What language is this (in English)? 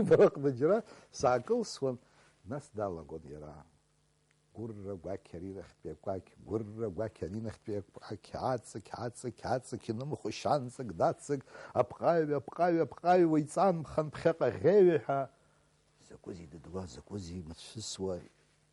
Abkhazian